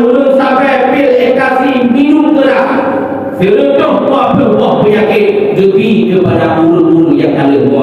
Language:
Achinese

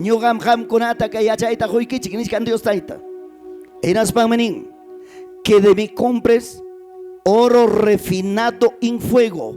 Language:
Ayacucho Quechua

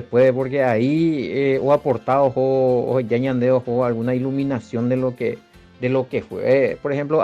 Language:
Guarani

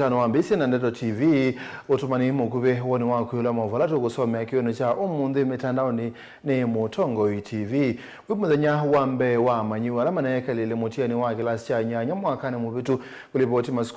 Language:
Kamba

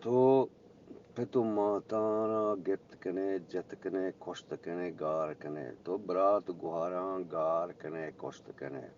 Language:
Eastern Balochi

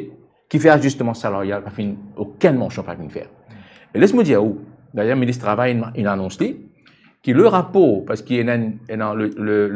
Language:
Morisyen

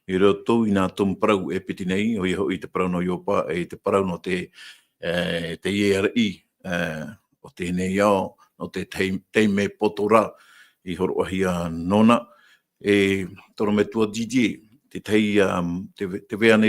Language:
Tahitian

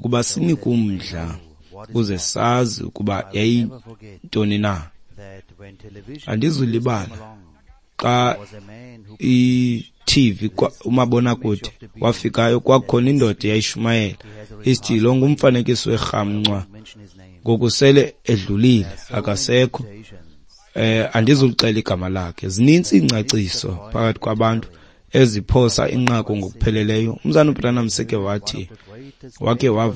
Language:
Xhosa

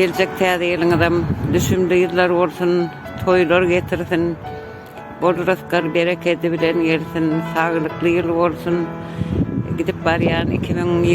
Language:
Turkmen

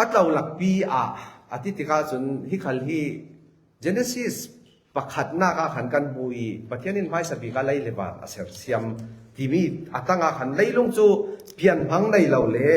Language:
Falam Chin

